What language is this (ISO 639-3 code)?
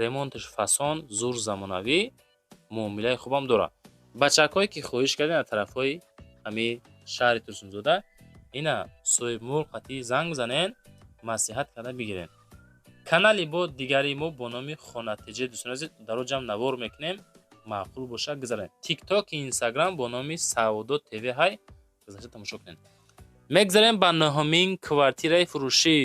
tgk